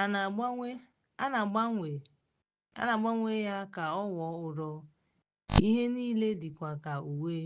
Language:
Igbo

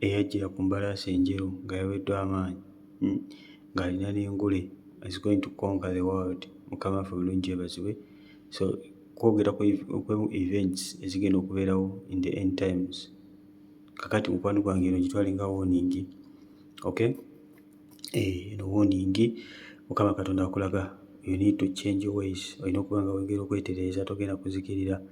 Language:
Ganda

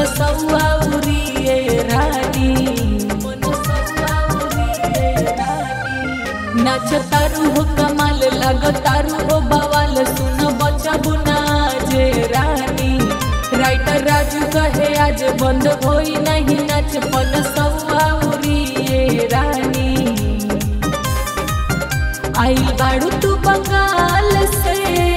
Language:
Bhojpuri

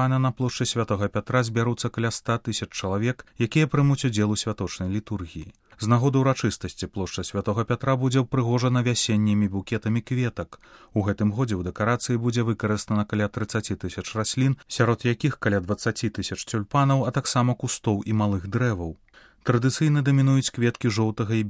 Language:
Belarusian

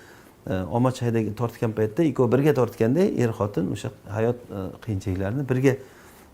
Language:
Uzbek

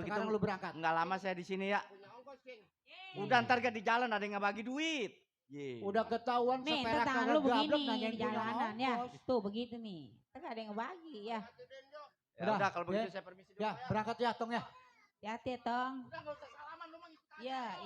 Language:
Betawi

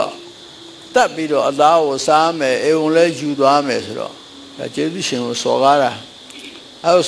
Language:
Burmese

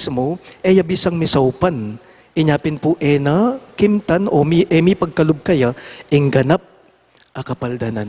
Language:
Pampanga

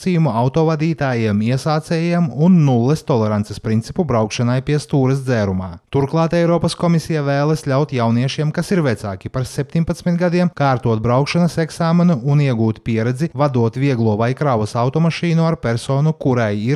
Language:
Latvian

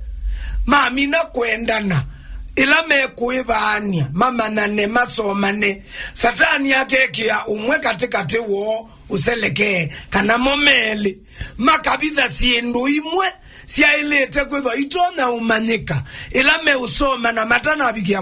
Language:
Kamba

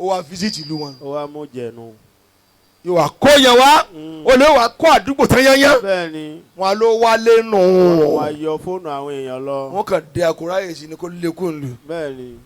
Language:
Yoruba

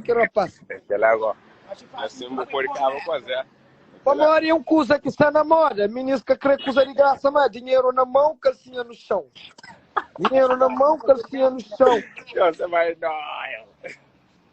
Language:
Kabuverdianu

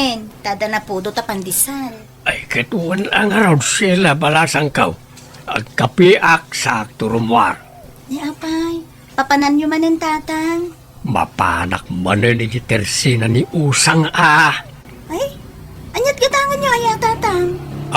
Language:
Iloko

